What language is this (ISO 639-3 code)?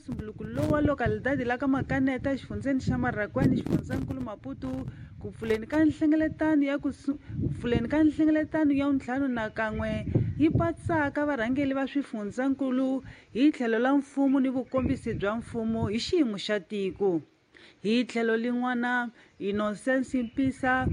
tso